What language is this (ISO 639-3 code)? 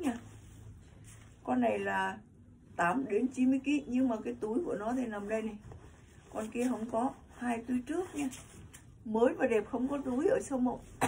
vie